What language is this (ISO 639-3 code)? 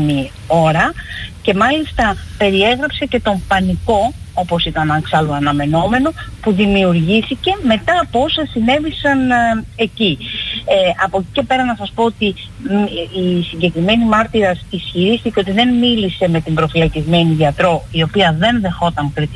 ell